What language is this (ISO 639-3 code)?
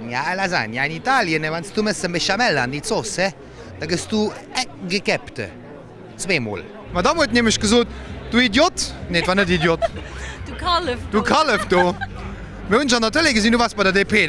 ltz